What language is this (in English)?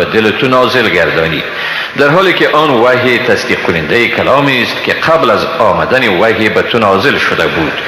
Tajik